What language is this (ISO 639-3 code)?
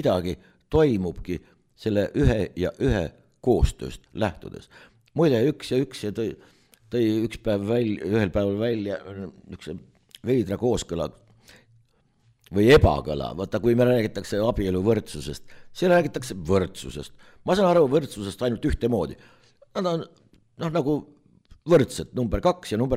est